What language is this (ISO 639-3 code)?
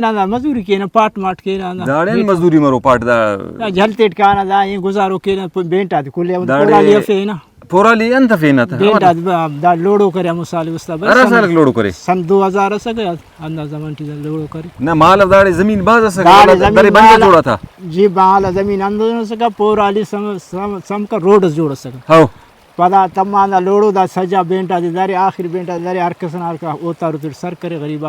brh